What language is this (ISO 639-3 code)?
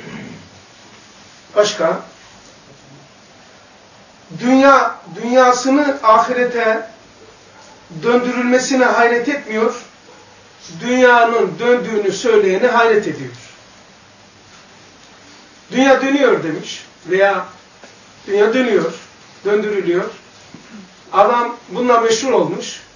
tur